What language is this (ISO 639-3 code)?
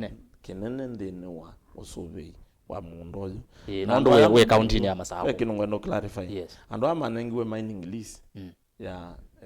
kam